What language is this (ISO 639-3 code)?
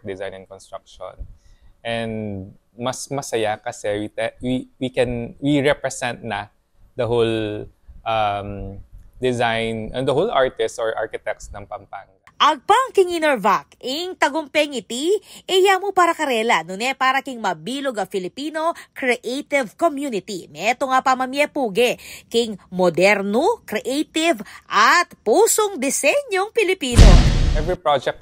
pam